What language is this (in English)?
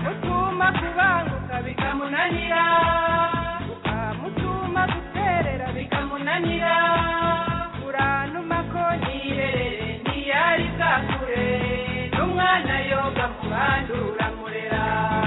Kinyarwanda